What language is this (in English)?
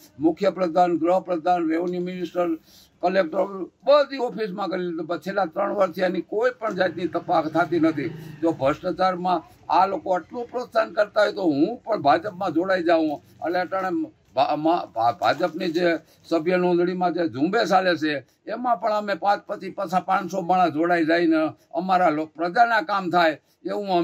Gujarati